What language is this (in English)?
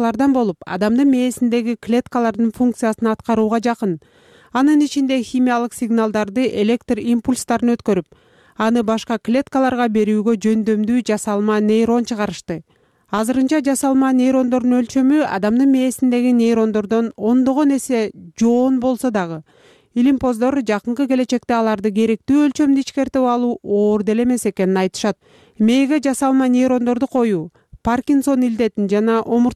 Kyrgyz